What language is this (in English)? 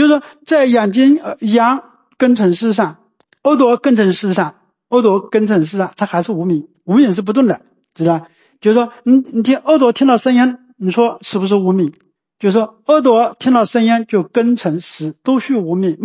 Chinese